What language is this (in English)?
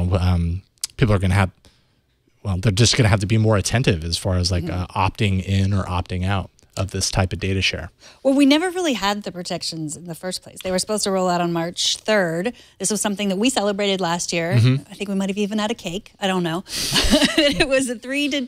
English